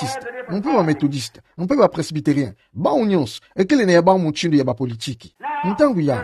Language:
Kituba (Democratic Republic of Congo)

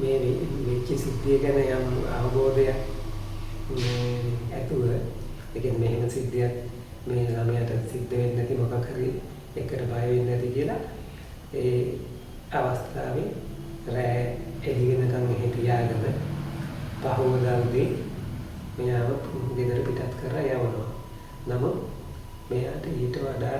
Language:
Sinhala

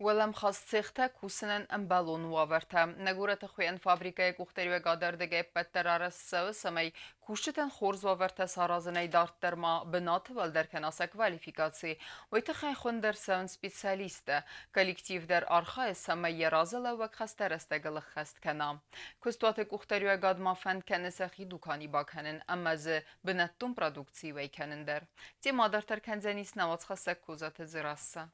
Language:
Ossetic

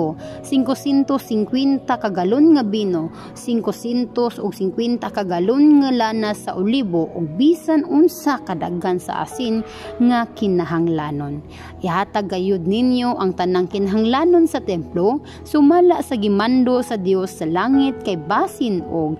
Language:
Cebuano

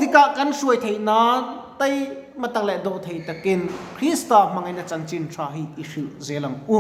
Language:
Mizo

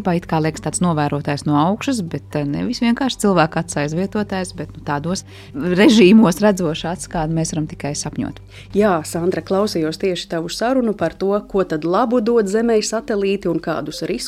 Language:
Latvian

